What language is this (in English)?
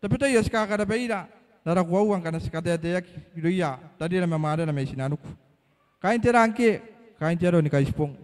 Gilbertese